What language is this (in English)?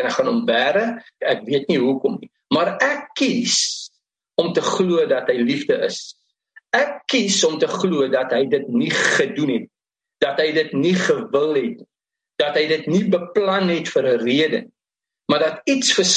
Afrikaans